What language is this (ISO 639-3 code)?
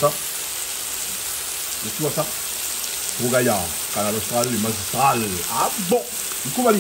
rcf